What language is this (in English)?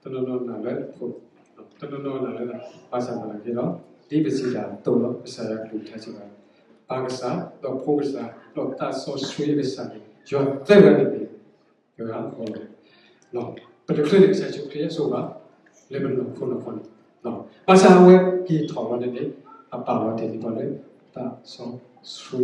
S'gaw Karen